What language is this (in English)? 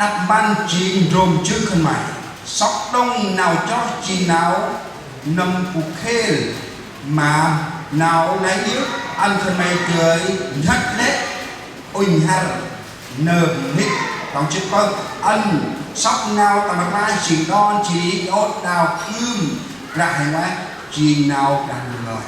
Central Mnong